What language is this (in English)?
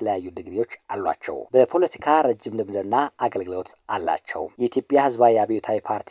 Amharic